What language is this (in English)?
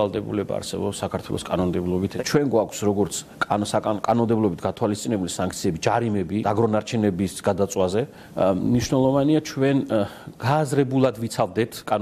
Georgian